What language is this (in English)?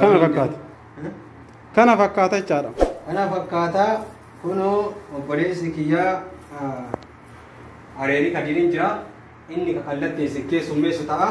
Oromo